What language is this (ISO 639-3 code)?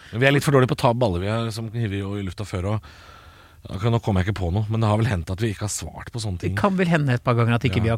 nor